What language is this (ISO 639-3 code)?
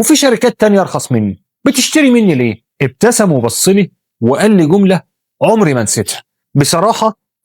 arz